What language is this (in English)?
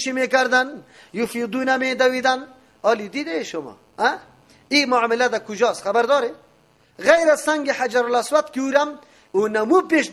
Persian